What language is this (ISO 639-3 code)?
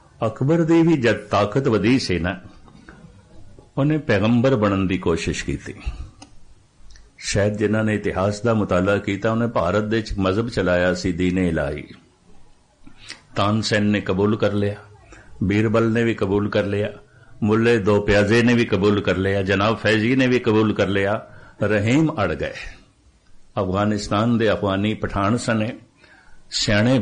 pan